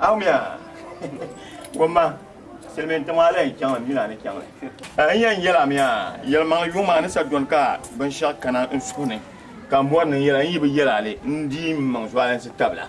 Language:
Dagbani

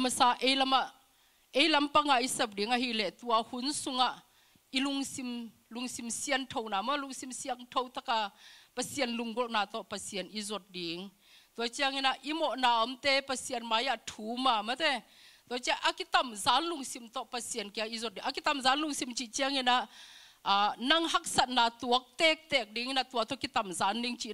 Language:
Tedim Chin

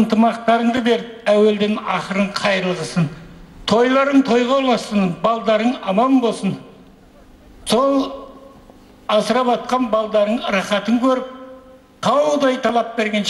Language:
Kazakh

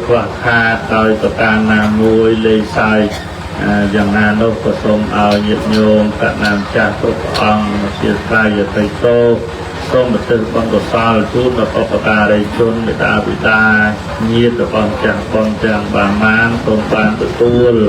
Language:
Khmer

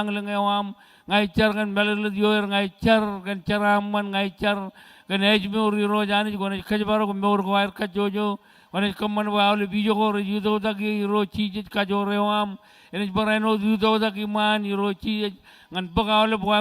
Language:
Marshallese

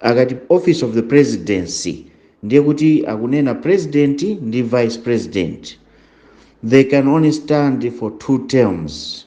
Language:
Nyanja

